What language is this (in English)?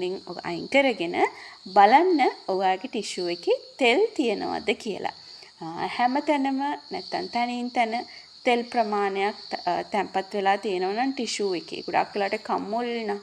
Sinhala